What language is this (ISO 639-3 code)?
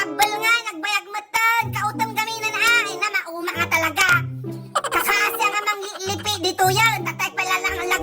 ilo